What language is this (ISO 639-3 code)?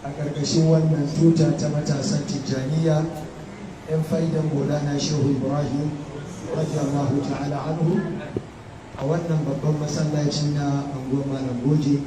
hau